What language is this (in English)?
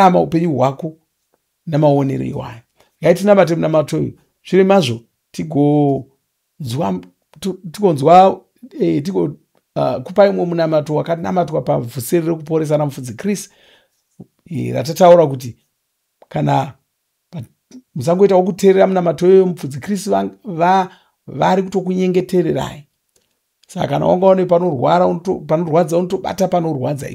Shona